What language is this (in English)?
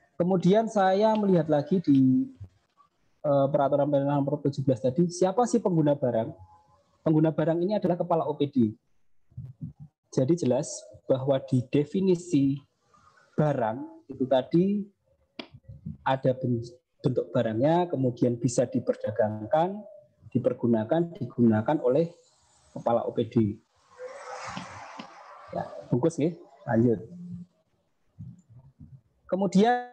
Indonesian